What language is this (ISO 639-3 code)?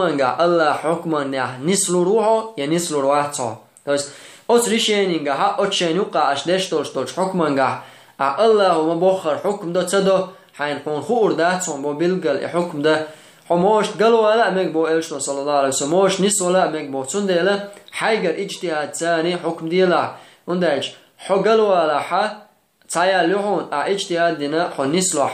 che